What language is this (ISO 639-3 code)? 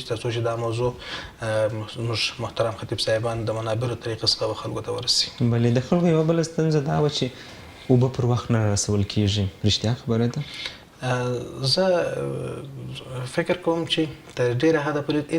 pus